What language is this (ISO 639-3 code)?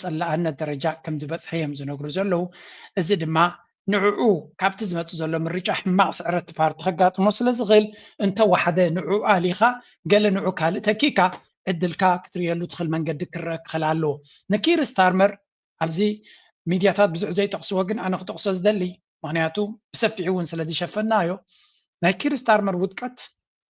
tir